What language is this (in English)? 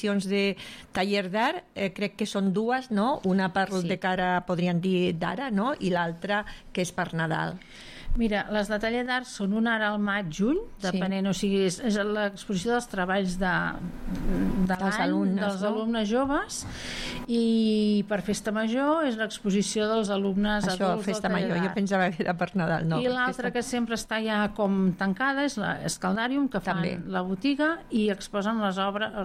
Catalan